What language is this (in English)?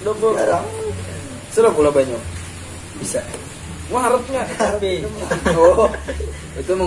Banjar